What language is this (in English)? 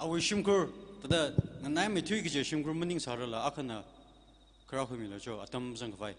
Tangkhul Naga (India)